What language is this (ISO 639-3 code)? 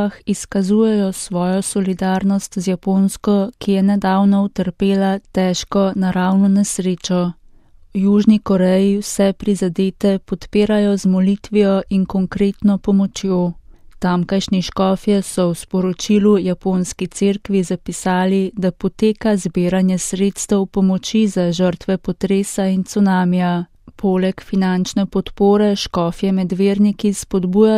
slv